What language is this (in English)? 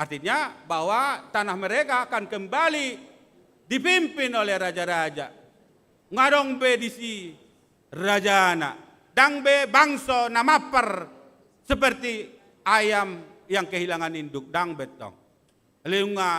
Batak Toba